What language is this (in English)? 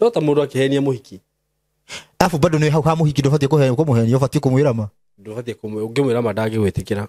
Kikuyu